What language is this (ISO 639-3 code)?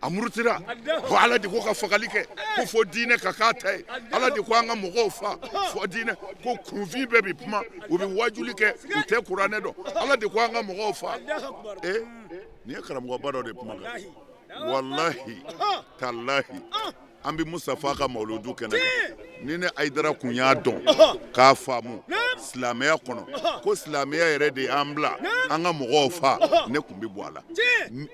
bam